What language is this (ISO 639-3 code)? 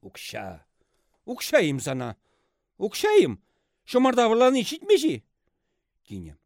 chv